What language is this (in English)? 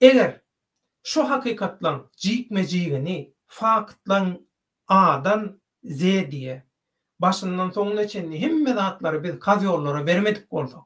Turkmen